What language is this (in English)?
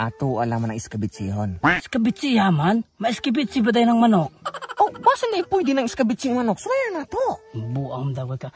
Cebuano